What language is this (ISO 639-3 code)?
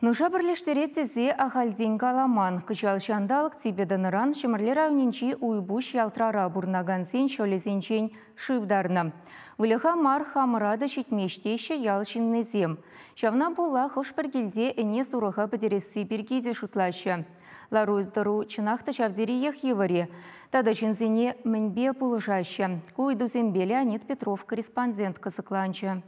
chv